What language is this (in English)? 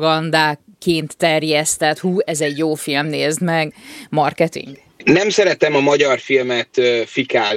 Hungarian